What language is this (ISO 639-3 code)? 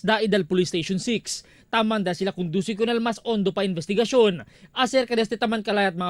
cbk